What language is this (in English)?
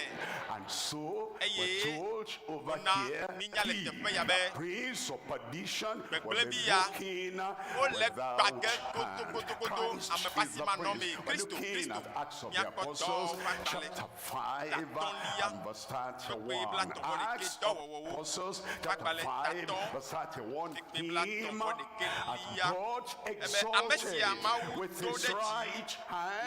Ewe